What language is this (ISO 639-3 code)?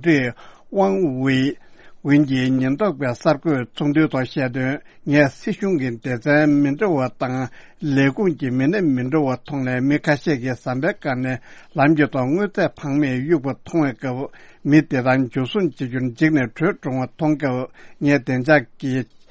bod